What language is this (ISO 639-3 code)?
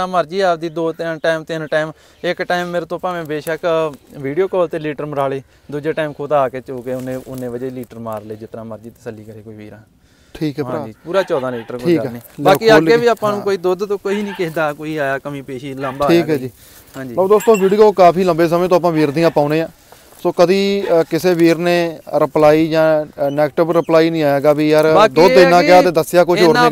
pan